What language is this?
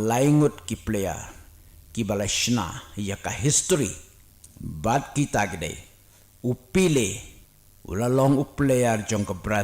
Khasi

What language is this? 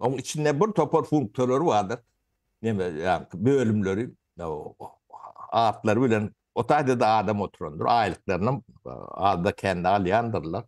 Turkmen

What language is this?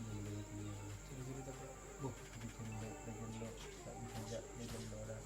Madurese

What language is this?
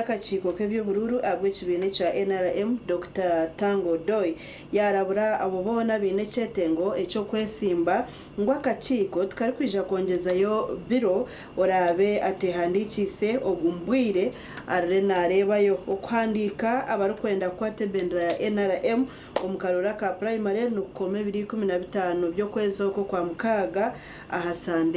Nyankole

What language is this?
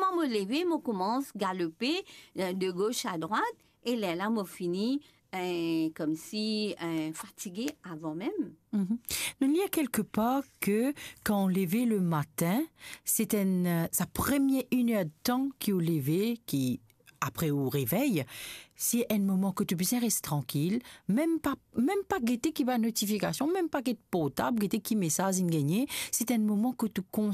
Morisyen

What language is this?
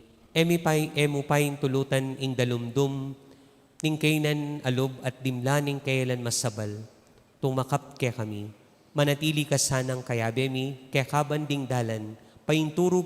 Pampanga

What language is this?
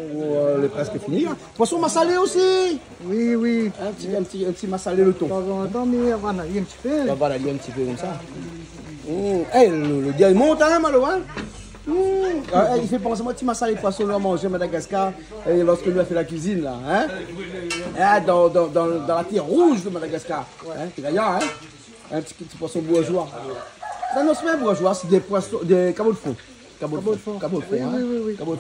Réunion Creole French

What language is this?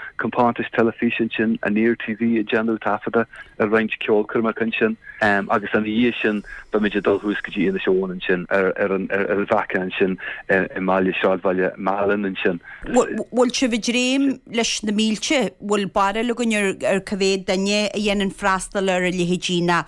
Irish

